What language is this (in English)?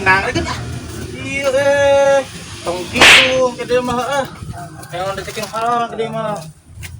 Sundanese